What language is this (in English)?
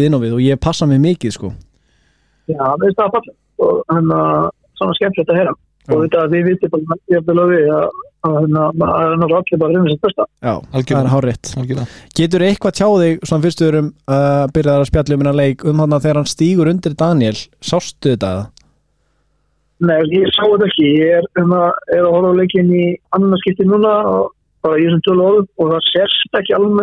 Icelandic